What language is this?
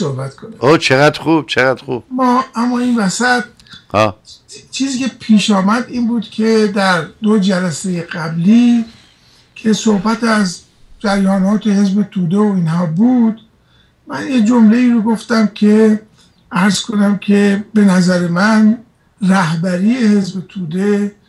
Persian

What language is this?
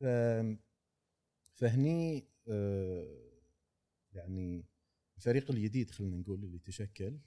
Gulf Arabic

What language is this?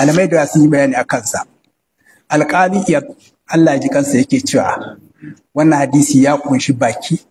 Hausa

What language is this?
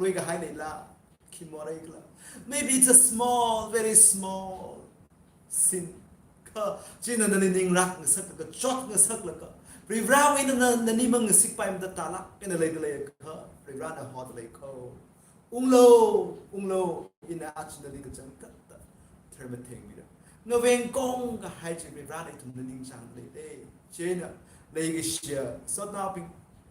Tangkhul Naga (India)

